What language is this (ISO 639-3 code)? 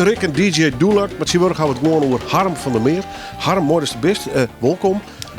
fry